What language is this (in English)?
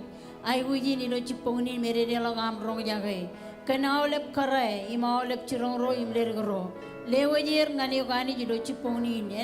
Marshallese